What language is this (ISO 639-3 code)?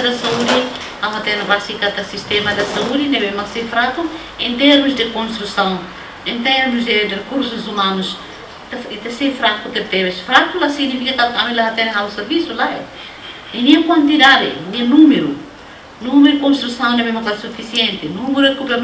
tet